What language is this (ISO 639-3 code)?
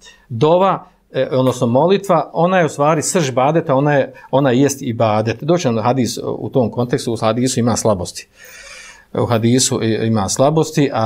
bos